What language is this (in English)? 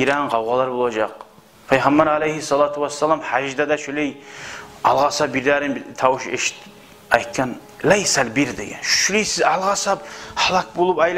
Kumyk